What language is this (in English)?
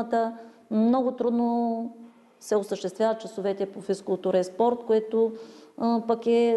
Bulgarian